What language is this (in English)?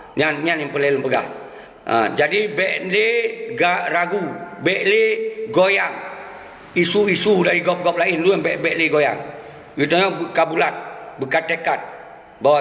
Achinese